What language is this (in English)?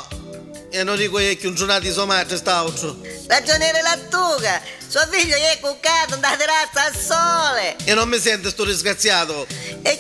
Neapolitan